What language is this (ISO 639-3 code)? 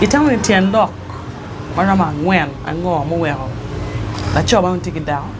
ach